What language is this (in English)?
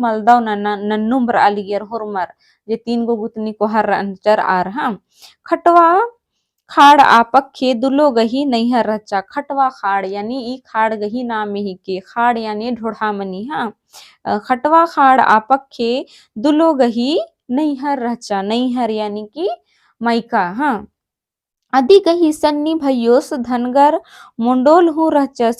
Kurukh